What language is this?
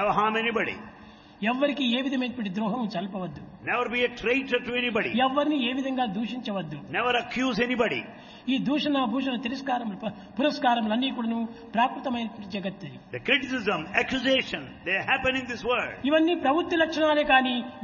Telugu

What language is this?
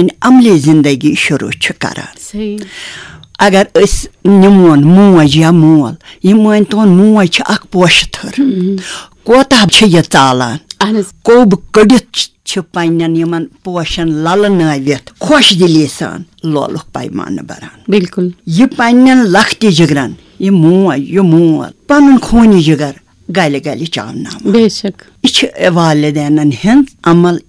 Kashmiri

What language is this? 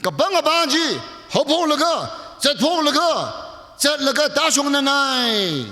Tangkhul Naga (India)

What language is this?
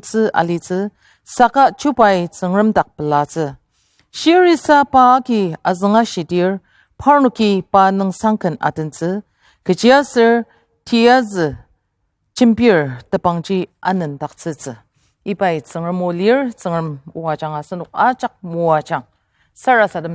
Ao Naga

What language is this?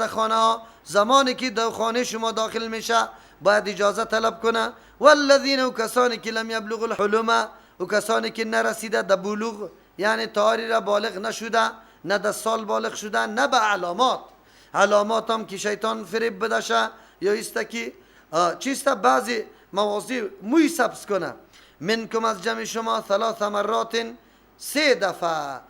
Persian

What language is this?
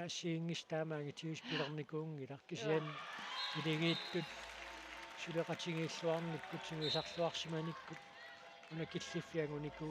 Kalaallisut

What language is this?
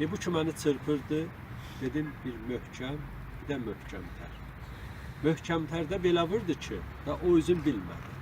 South Azerbaijani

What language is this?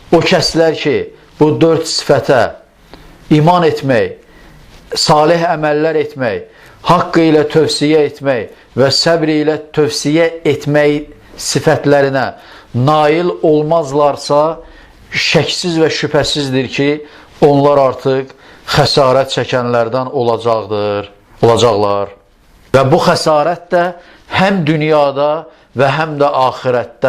Azerbaijani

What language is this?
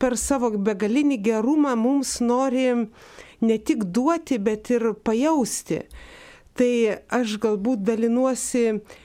Lithuanian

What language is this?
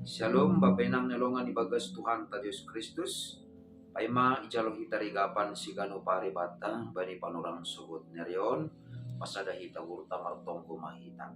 Batak Simalungun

